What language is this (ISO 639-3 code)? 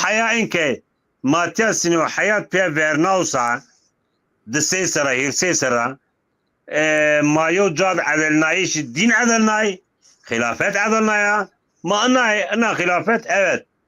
zza